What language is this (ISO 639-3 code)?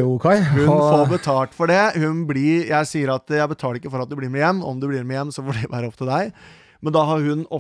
nor